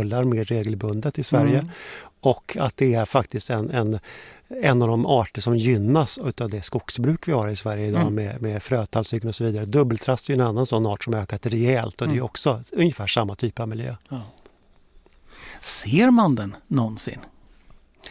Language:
Swedish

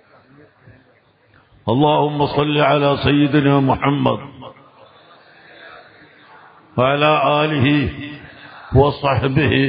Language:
Malayalam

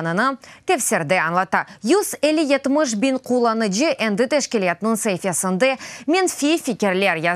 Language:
Crimean Tatar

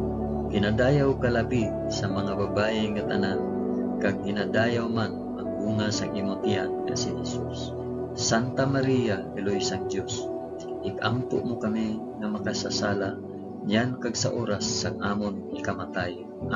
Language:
Hiligaynon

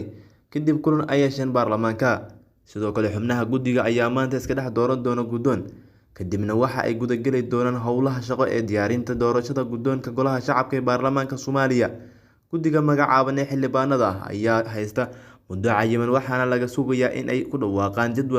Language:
Somali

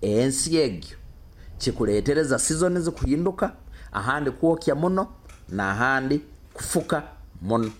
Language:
Nyoro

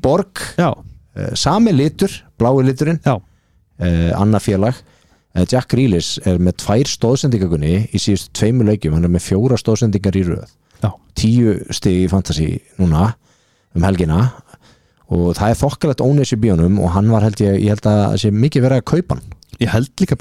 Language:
Icelandic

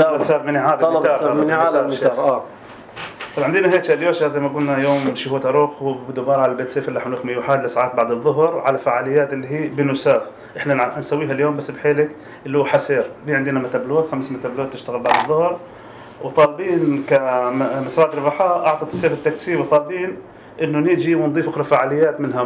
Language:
North Levantine Arabic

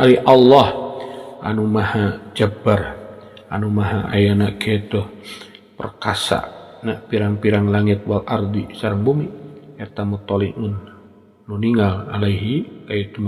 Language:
Sundanese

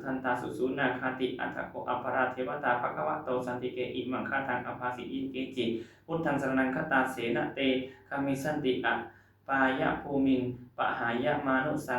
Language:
Pali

